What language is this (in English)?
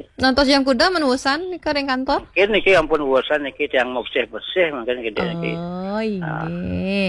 Balinese